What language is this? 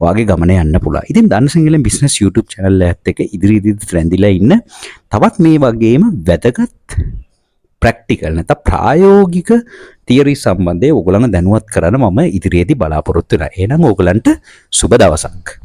Sinhala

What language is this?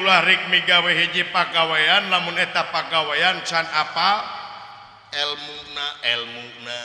Sundanese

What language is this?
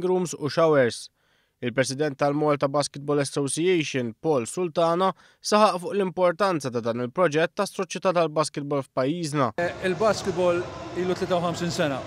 Maltese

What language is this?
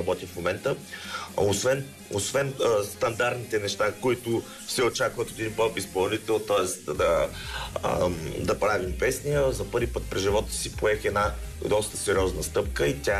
Bulgarian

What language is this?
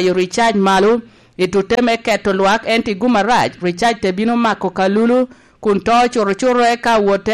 Lango (Uganda)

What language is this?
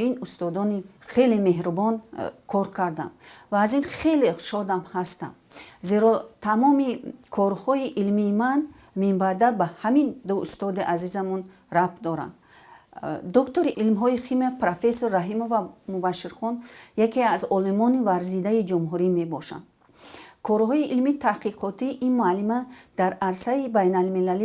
Tajik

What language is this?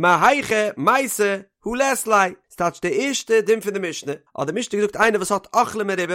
Yiddish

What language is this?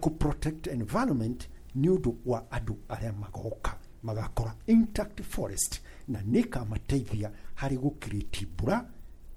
Kikuyu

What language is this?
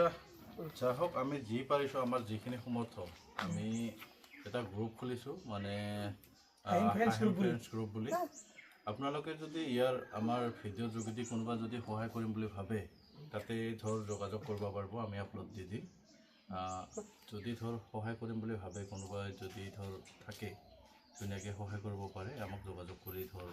Assamese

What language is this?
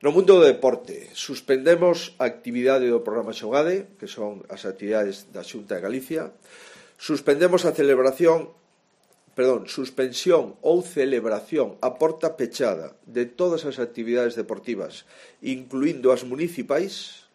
Galician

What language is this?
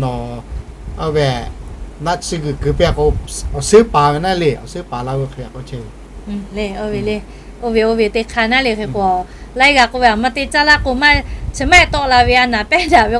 Lahu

